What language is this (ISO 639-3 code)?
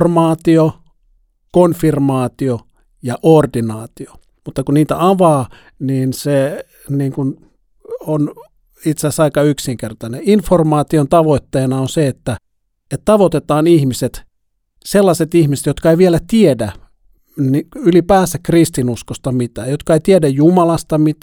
fin